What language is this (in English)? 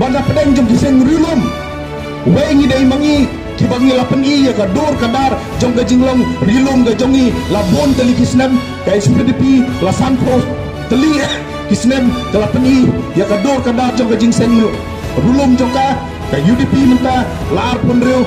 Khasi